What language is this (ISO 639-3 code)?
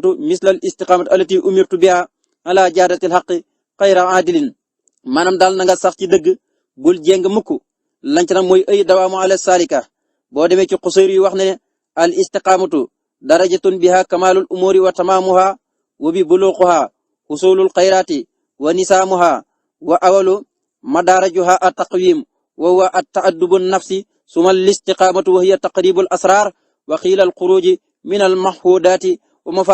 wol